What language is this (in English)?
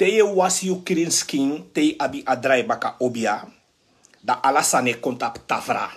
Sranan Tongo